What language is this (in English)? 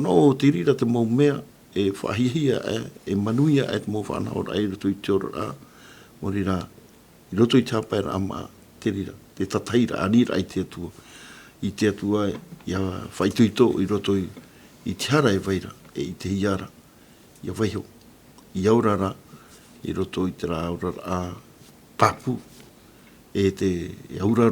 Tahitian